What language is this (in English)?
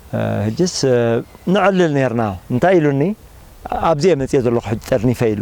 Tigrinya